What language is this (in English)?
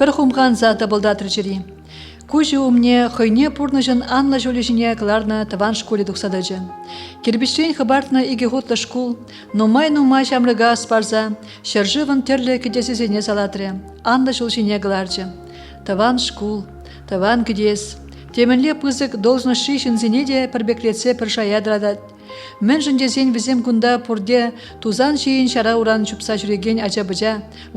Chuvash